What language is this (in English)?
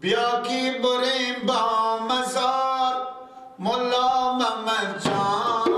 Persian